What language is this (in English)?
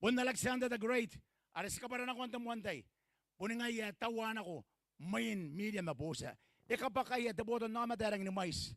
Gilbertese